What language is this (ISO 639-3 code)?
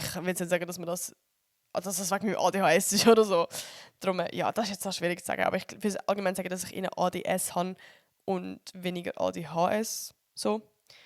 gsw